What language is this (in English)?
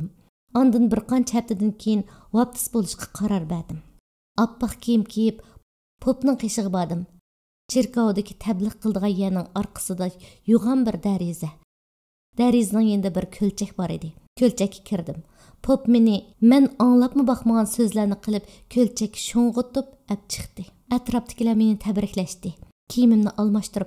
Uyghur